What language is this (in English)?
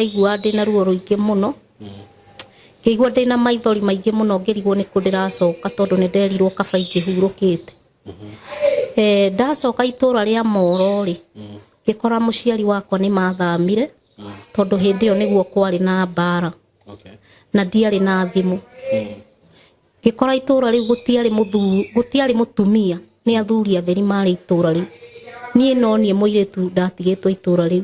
Kikuyu